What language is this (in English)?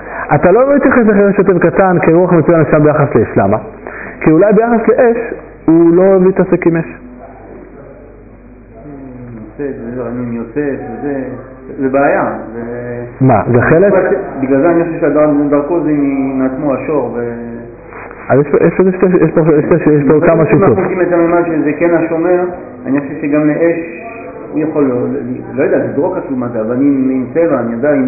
Hebrew